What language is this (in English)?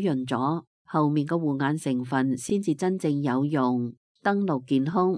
Cantonese